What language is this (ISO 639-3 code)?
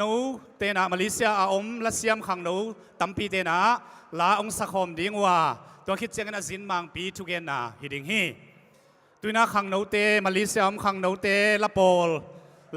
ctd